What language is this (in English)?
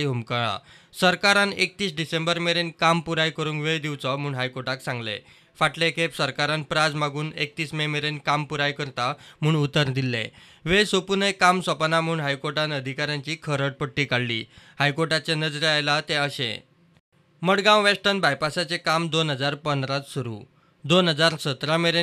Konkani